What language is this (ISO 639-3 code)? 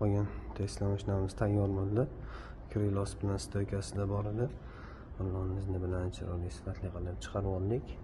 uzb